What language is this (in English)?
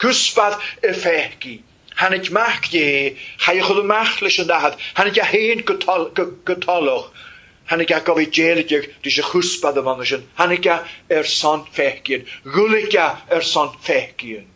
Welsh